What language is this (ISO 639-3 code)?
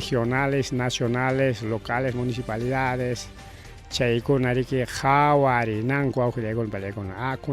quy